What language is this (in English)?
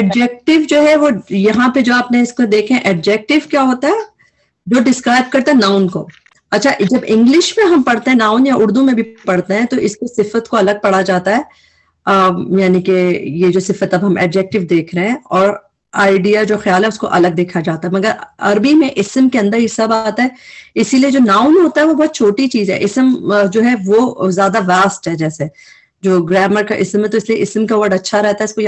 Urdu